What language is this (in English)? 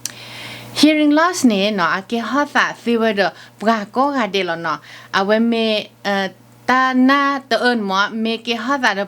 S'gaw Karen